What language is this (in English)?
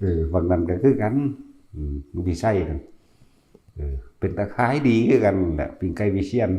Northeastern Thai